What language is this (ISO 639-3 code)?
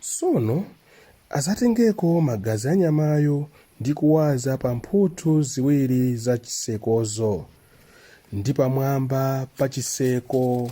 nya